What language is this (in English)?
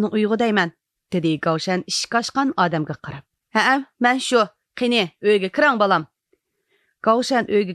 Uyghur